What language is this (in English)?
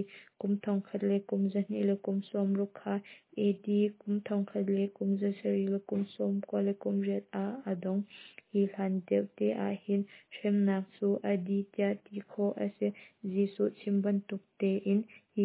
Hakha Chin